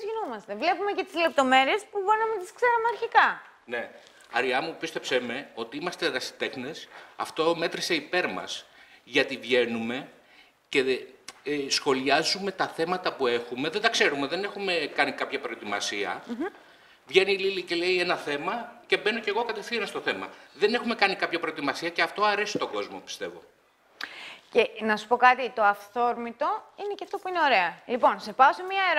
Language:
Greek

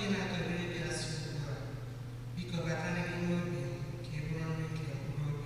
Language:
Igbo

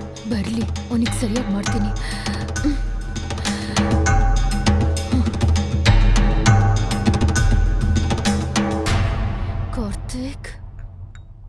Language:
Kannada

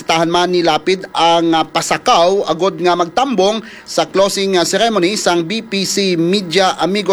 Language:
Hiligaynon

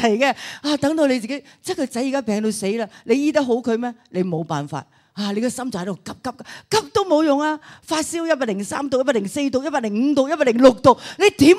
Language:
Cantonese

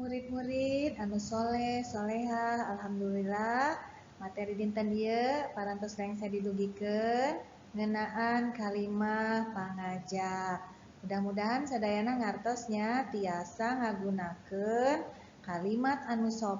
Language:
Sundanese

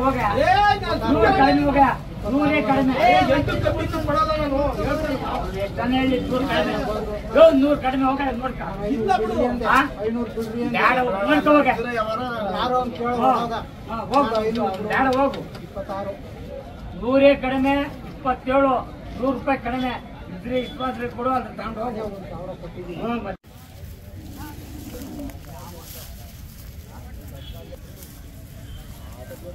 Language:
Kannada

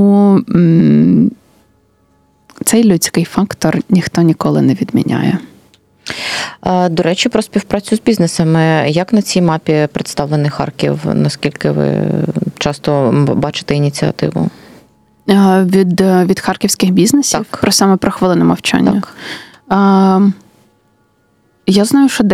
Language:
Ukrainian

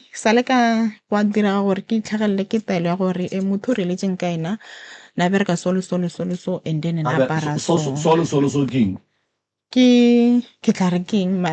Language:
Northern Sotho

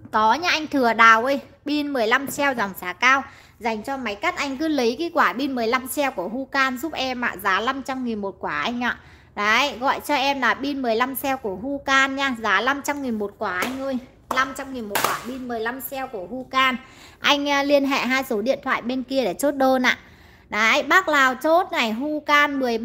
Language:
Vietnamese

